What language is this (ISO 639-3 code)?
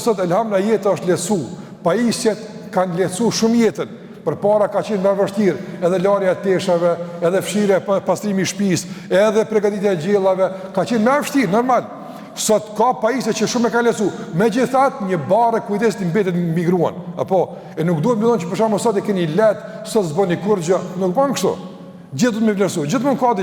sqi